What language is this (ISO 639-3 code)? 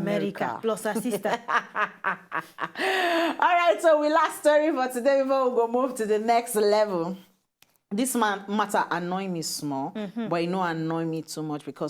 pcm